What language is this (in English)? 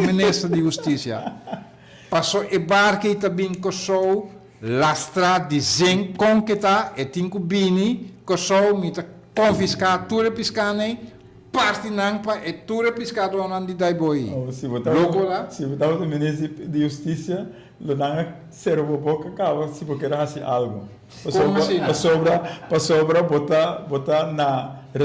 Papiamento